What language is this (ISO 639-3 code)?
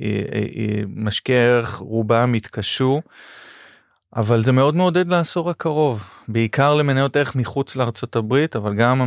heb